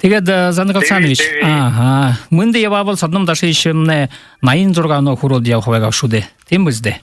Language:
Buriat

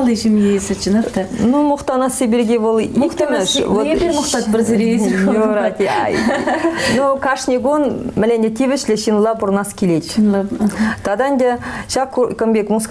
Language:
Chuvash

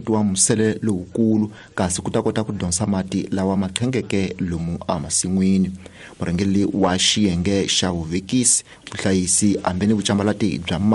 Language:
Tsonga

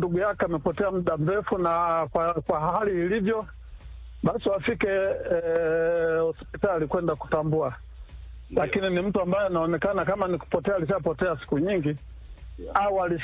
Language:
Swahili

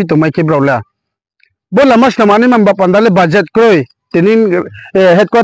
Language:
Riang (India)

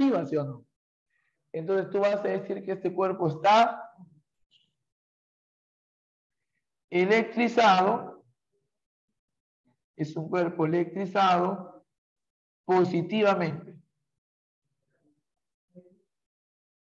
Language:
Spanish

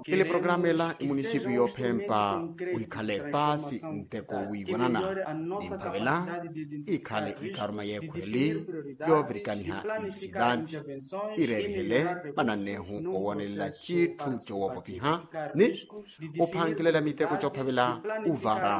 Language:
Makhuwa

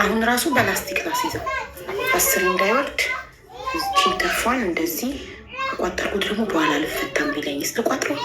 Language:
Amharic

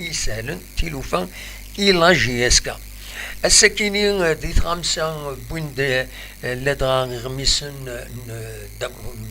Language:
Kabyle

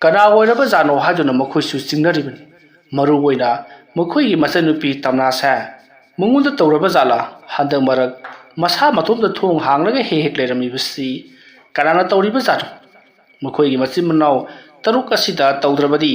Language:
Manipuri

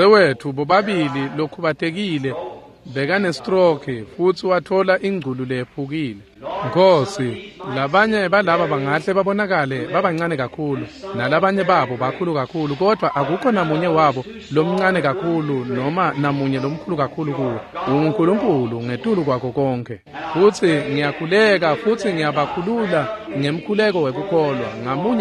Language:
Swati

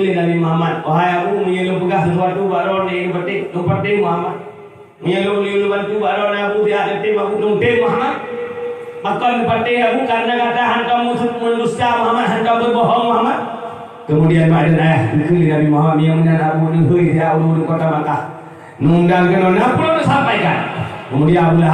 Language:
Achinese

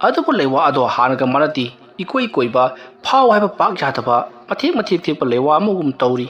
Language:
Manipuri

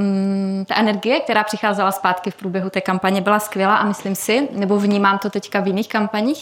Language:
Czech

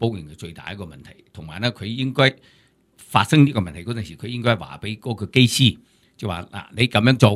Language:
Cantonese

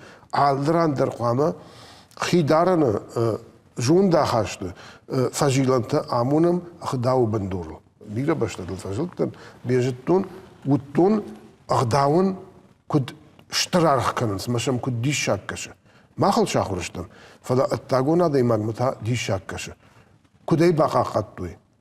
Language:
Ossetic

